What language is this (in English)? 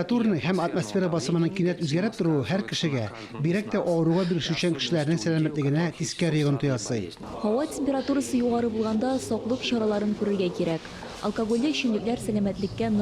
Tatar